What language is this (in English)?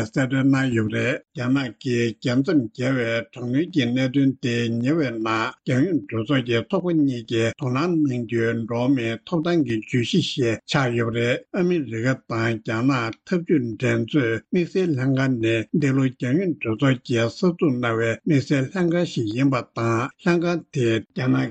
Tibetan